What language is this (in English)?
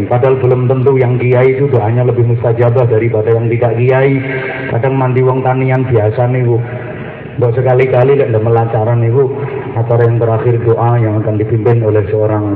Javanese